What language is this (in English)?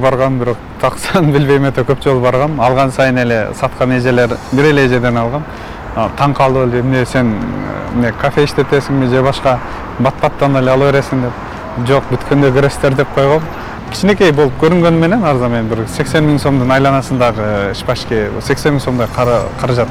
Kyrgyz